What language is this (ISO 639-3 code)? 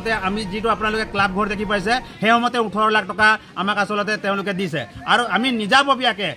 asm